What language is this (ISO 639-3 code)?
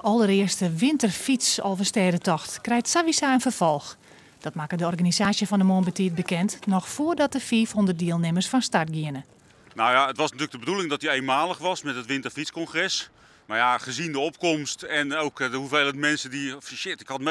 fry